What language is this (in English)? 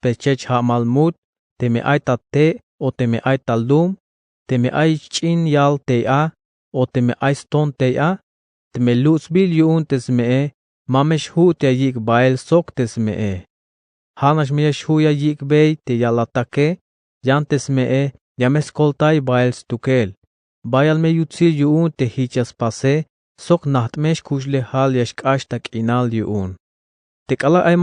Tzeltal